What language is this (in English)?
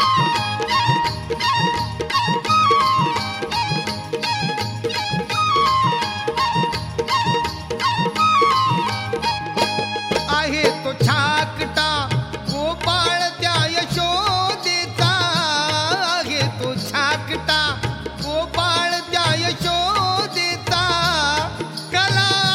Marathi